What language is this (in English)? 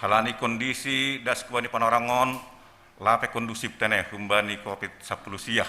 Batak Simalungun